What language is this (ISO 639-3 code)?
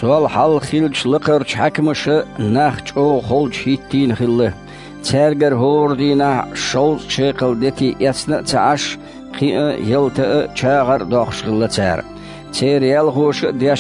che